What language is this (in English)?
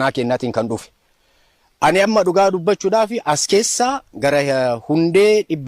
Oromo